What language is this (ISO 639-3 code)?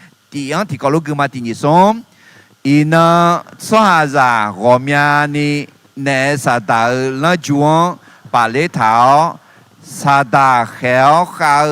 ahk